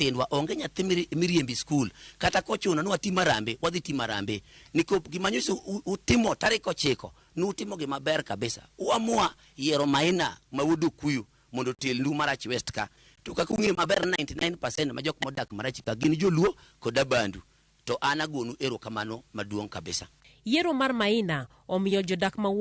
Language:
Luo (Kenya and Tanzania)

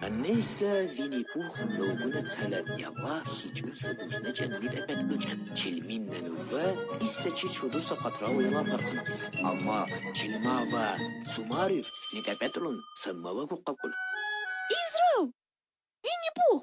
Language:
Lak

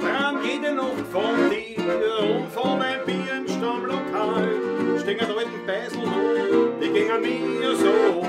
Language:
Bavarian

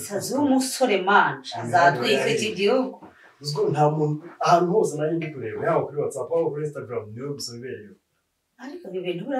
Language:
Kinyarwanda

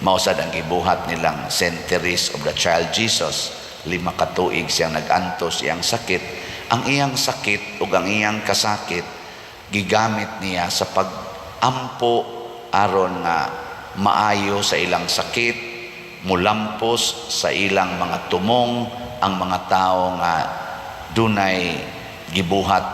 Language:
Cebuano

